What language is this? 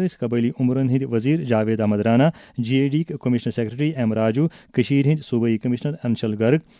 Kashmiri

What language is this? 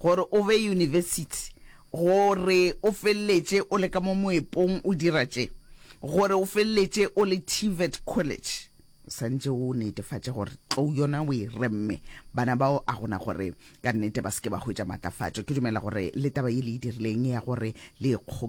Northern Sotho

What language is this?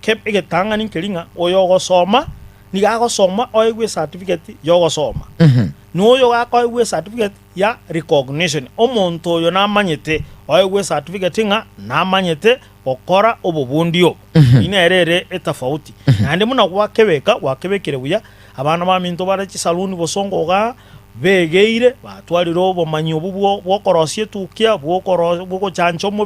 Gusii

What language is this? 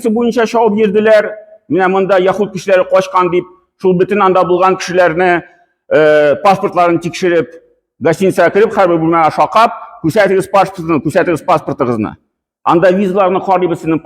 Tatar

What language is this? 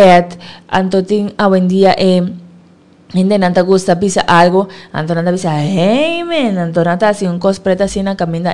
Papiamento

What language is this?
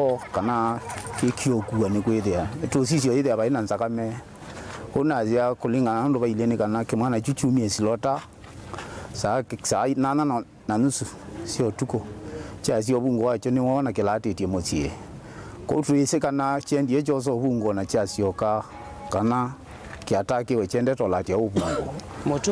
Kamba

